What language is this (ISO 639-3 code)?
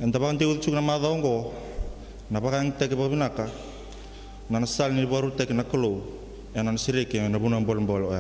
fij